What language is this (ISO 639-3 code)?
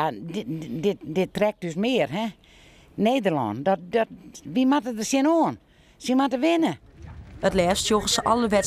fry